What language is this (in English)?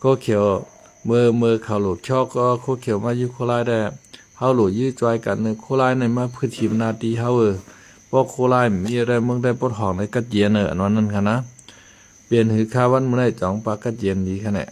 Shan